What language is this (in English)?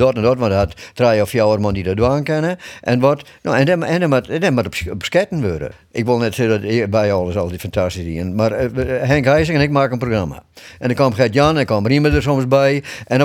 Western Frisian